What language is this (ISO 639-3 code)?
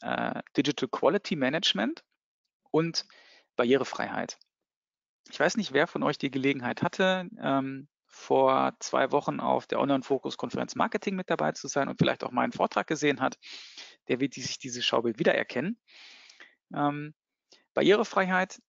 deu